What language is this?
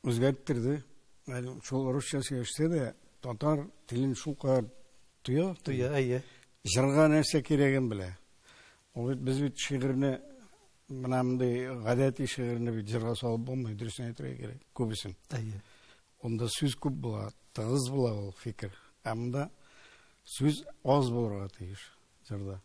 Tatar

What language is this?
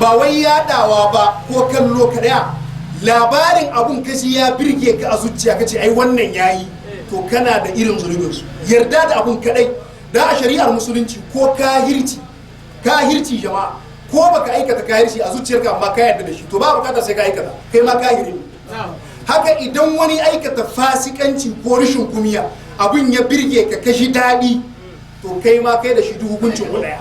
Hausa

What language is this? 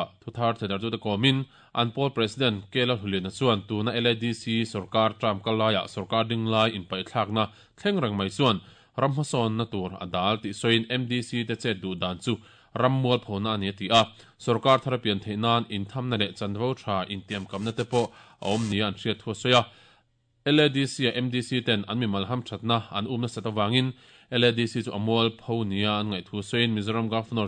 Mizo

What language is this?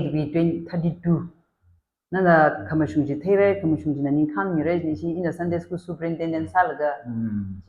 Tangkhul Naga (India)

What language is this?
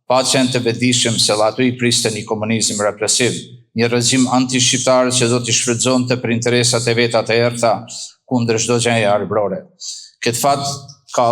Albanian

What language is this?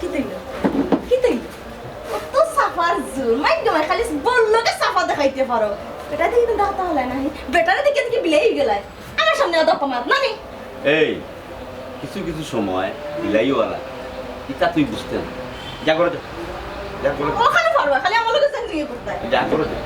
Sylheti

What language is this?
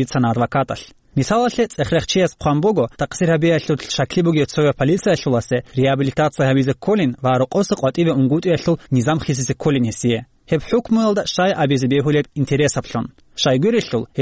Avaric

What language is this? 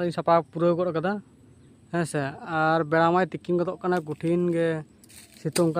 Santali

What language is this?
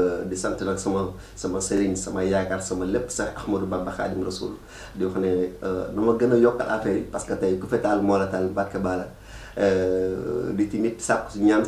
Wolof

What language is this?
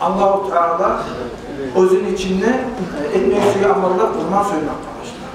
Kumyk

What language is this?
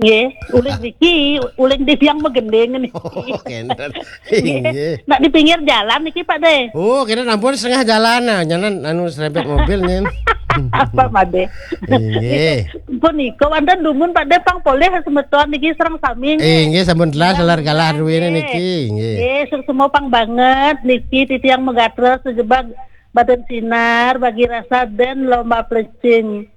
Balinese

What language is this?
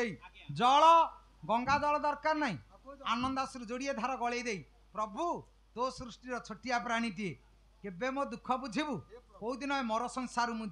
Odia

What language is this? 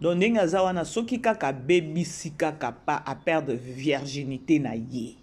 Lingala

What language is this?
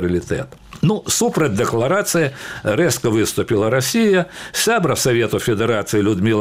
Belarusian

